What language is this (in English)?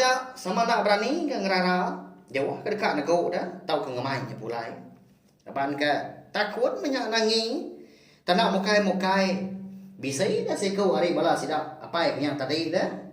Iban